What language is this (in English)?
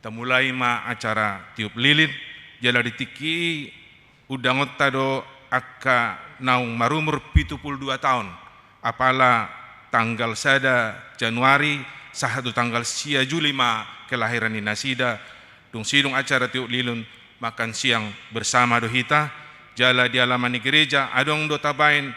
Batak Toba